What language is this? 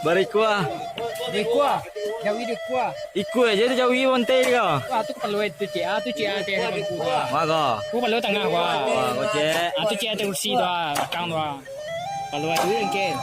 Minangkabau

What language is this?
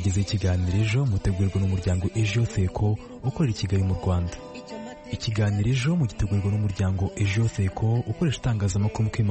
Kinyarwanda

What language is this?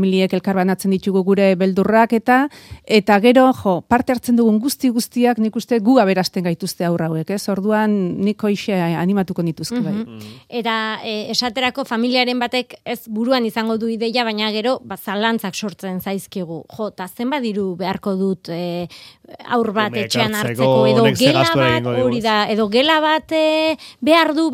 Basque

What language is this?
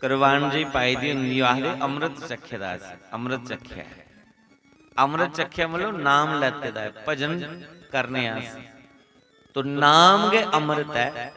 Dogri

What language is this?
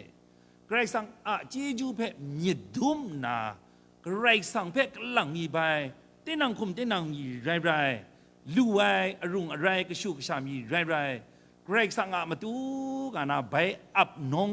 Kachin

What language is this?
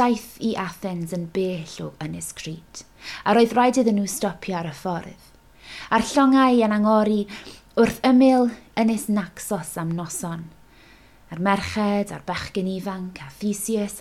Welsh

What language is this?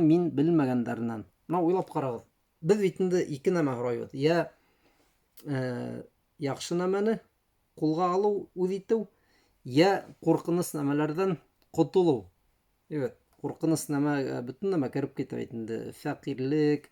Bashkir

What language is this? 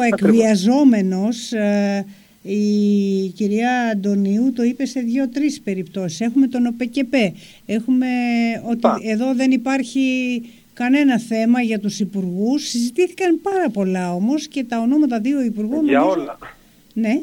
Greek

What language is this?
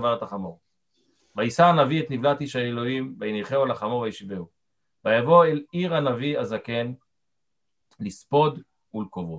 Hebrew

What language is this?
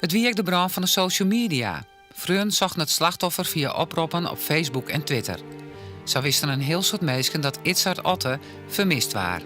Western Frisian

